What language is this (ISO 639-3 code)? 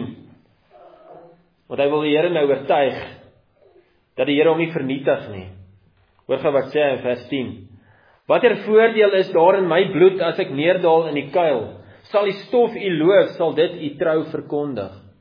afr